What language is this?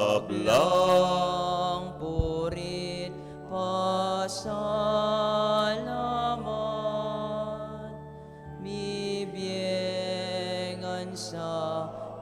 Pampanga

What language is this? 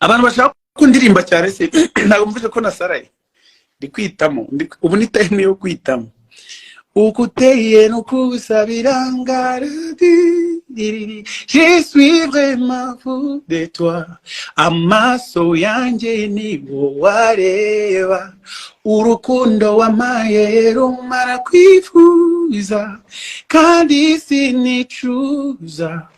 Kinyarwanda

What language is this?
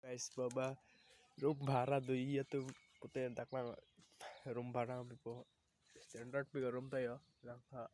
Karbi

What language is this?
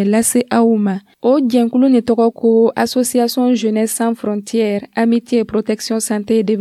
Dyula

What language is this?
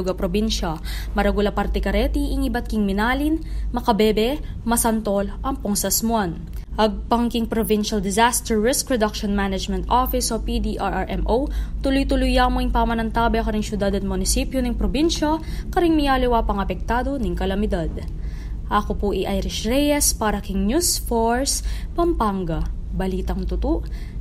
Pampanga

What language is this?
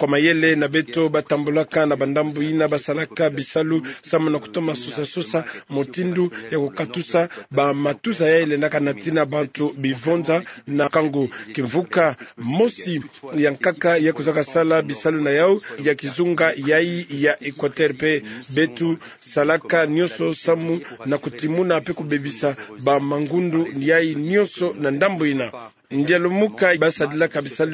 Kituba (Democratic Republic of Congo)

